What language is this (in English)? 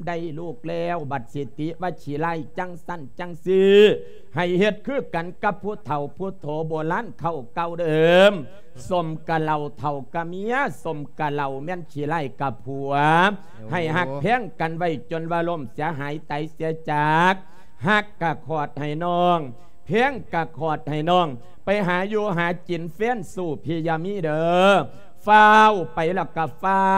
Lao